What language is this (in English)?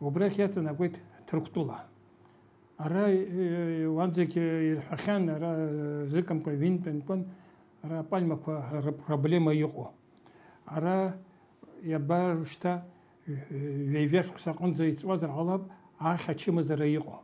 Abkhazian